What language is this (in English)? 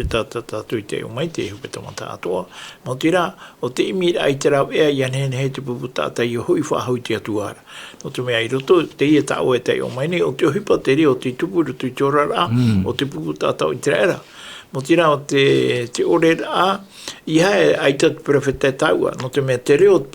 Tahitian